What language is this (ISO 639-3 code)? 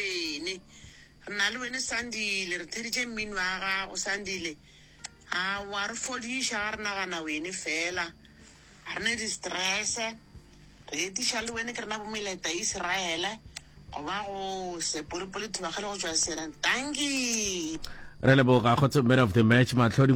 nso